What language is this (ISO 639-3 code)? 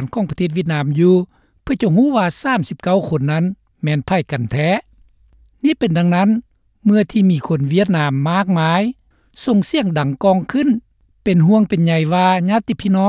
lao